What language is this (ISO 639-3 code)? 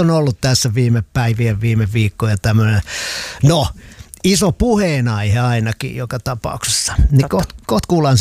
fin